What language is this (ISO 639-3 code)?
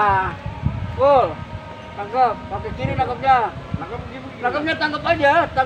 bew